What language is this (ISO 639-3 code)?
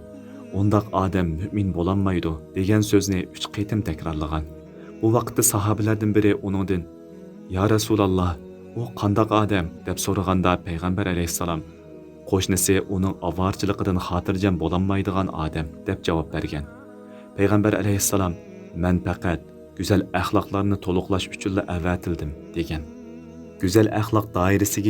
uig